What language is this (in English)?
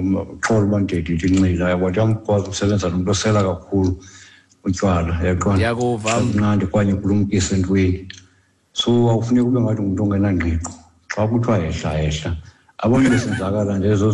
Xhosa